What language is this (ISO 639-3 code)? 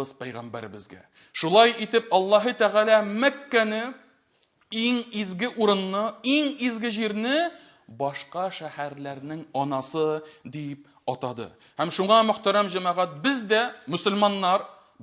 tat